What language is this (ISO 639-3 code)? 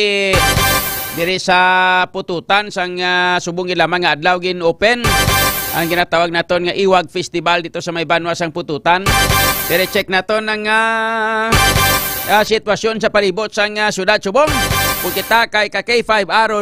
hil